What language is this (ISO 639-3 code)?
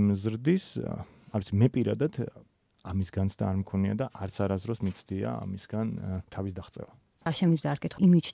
kat